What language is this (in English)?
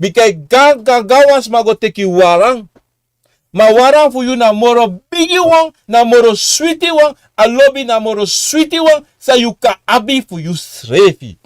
Sranan Tongo